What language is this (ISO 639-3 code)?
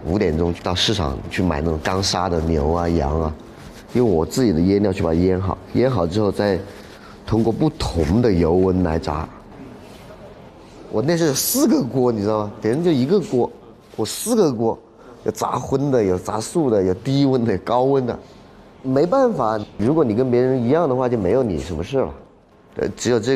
zho